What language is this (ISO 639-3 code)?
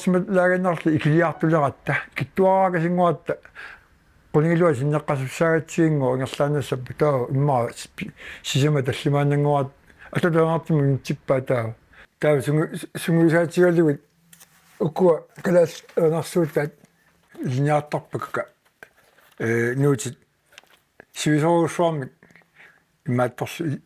kal